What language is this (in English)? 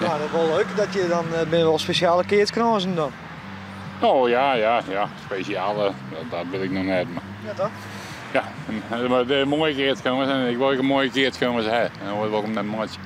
Western Frisian